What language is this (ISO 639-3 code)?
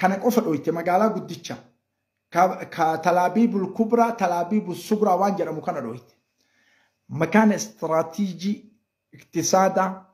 orm